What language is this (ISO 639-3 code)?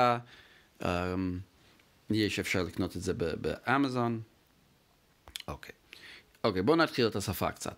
heb